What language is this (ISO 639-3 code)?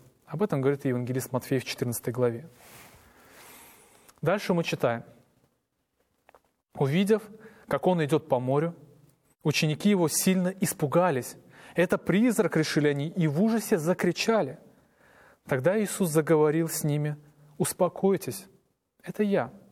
rus